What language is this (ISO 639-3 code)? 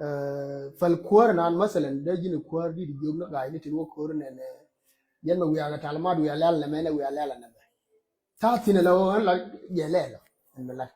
nus